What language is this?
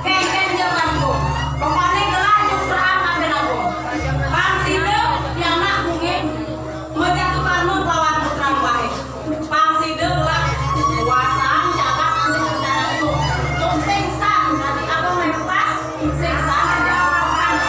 Balinese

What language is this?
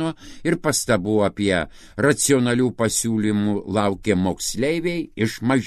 Lithuanian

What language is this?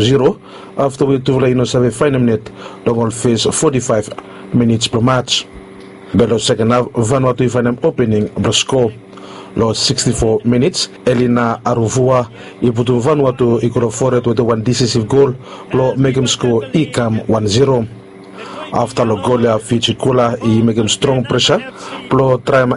Bislama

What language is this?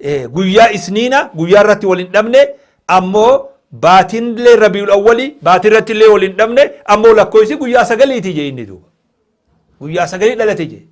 Oromo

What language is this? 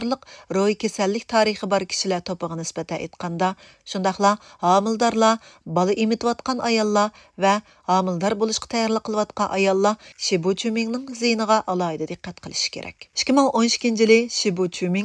Uyghur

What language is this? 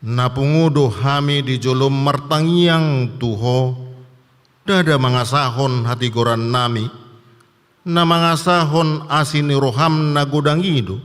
Batak Toba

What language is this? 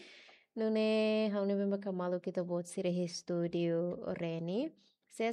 Tetum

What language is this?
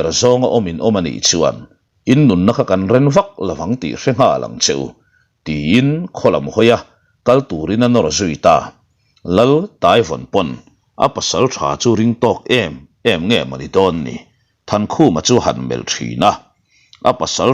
Mizo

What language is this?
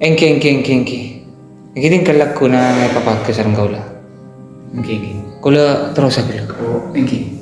Madurese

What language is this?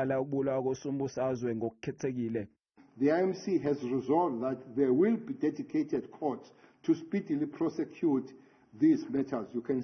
Zulu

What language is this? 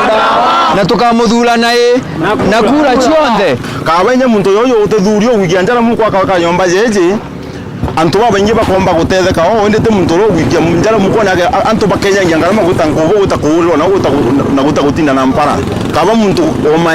Meru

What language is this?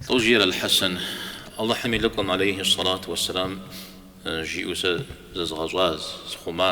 Kabardian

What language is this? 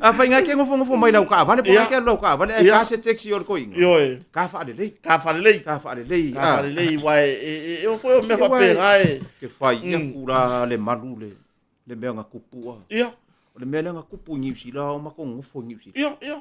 Samoan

